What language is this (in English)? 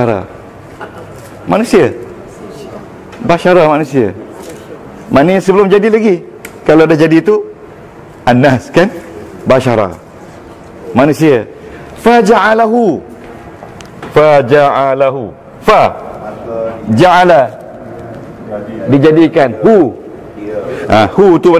Malay